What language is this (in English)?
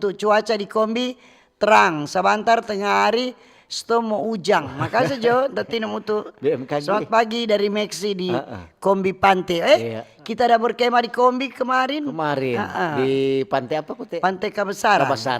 Manado Malay